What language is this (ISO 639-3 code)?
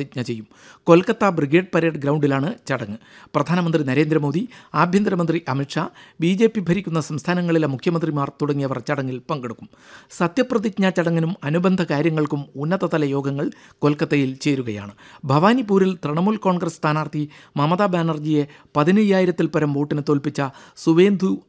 mal